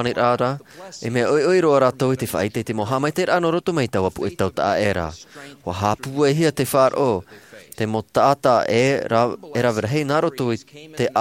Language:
Tahitian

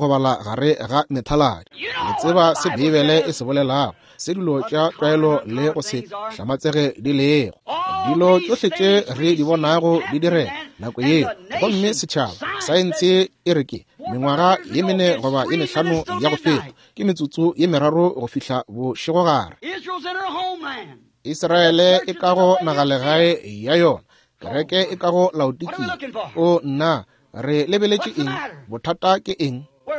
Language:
Northern Sotho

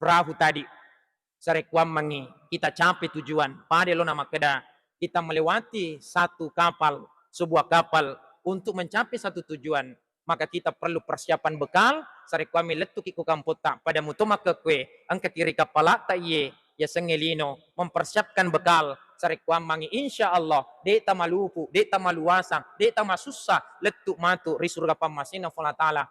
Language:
Buginese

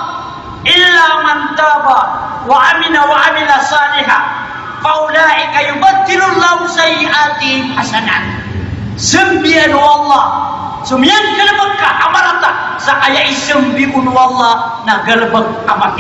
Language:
Maranao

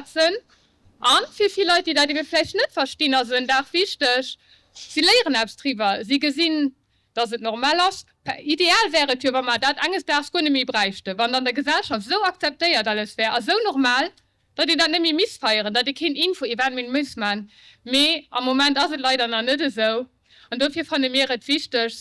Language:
Luxembourgish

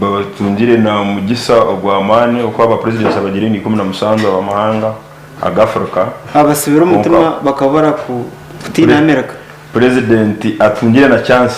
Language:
Nyankole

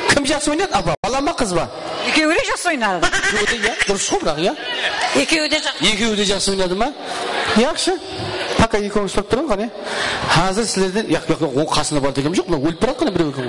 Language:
Kara-Kalpak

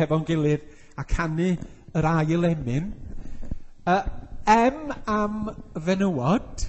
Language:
Welsh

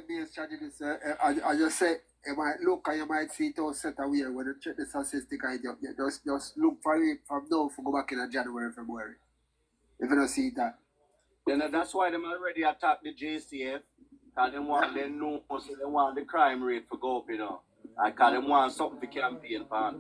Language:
Jamaican Creole English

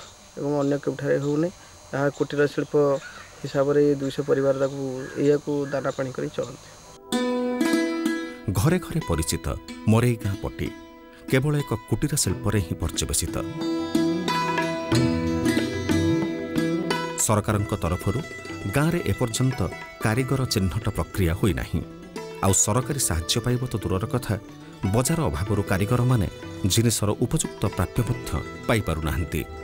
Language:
Odia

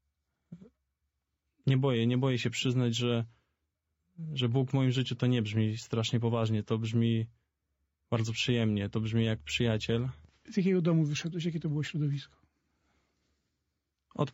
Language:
Polish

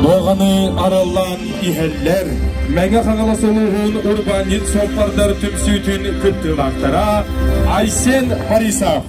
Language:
Yakut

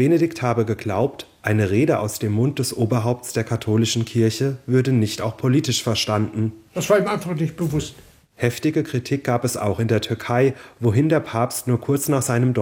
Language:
German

